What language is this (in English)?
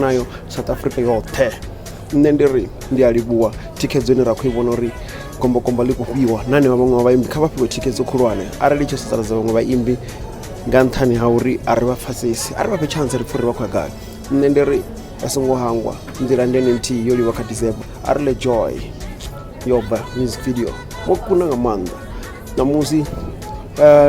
Venda